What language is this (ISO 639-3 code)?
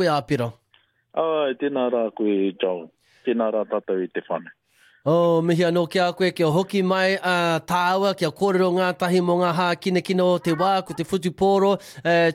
mri